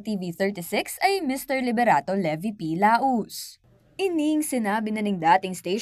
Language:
Pampanga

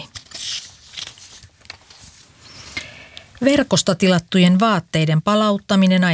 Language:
Finnish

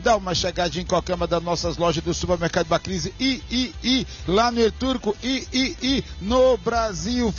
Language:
Portuguese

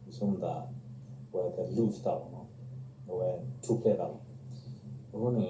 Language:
S'gaw Karen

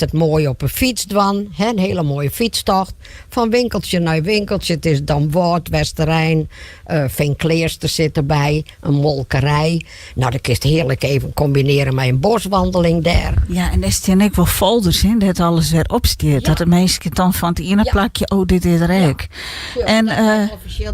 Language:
Western Frisian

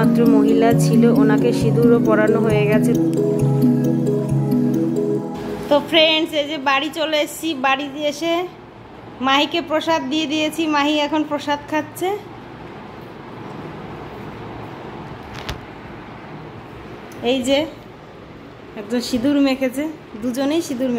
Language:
Bangla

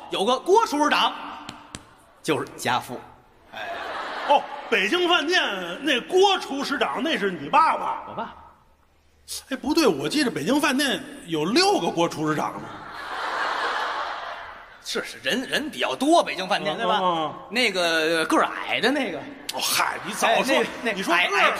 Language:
Chinese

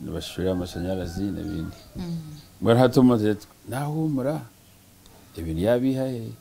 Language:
Nyankole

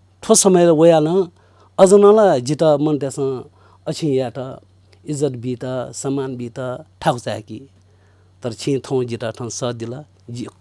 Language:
Newari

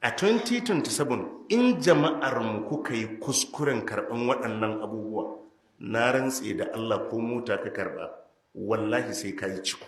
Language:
Hausa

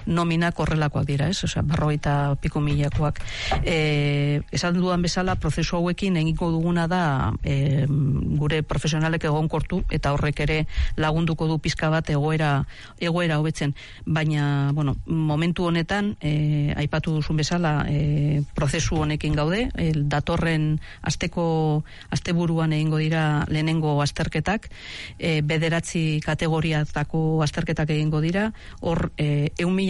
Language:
Basque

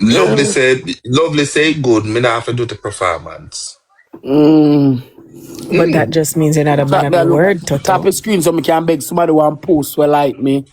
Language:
Jamaican Creole English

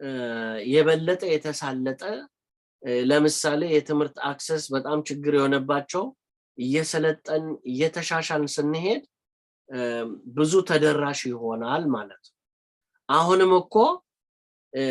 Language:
Amharic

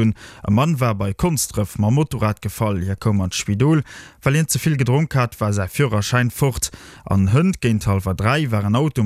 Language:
Luxembourgish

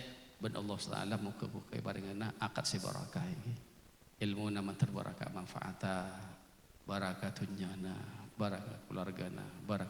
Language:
Madurese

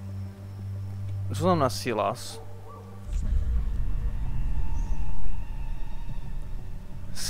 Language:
Slovak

